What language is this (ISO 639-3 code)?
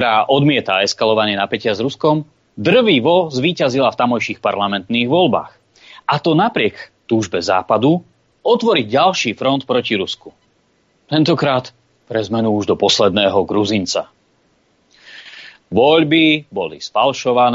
slk